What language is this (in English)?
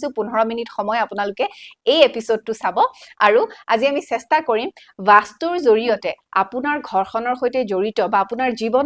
Assamese